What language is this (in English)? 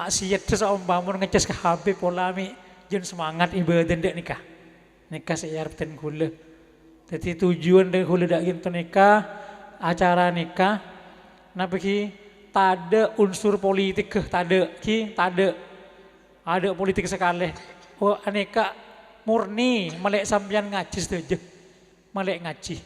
Madurese